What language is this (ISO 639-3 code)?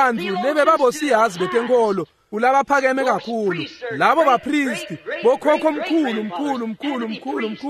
ssw